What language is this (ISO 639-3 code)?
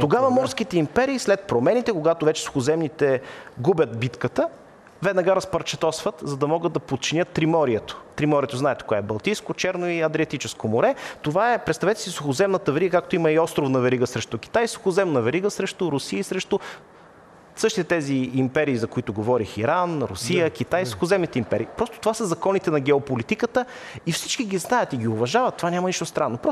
bul